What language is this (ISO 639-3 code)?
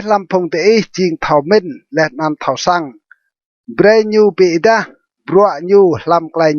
rad